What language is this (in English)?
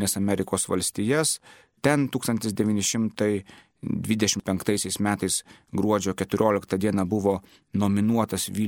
Lithuanian